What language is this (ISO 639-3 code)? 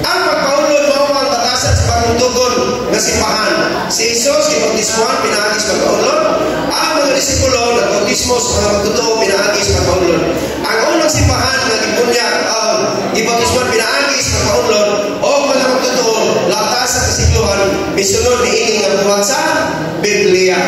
ceb